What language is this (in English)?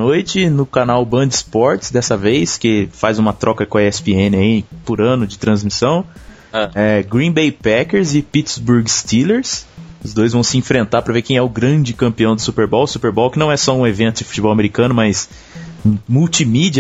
Portuguese